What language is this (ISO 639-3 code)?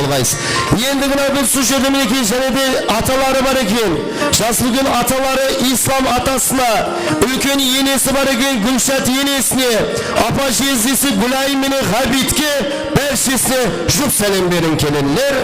kaa